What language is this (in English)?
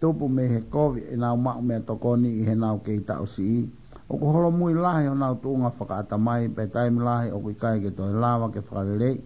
Tongan